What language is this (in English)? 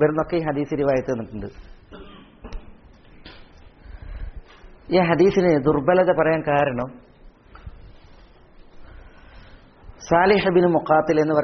Malayalam